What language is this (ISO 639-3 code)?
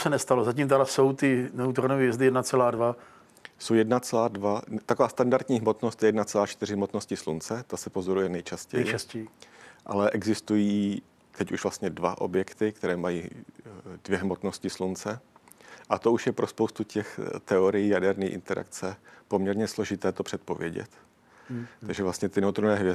ces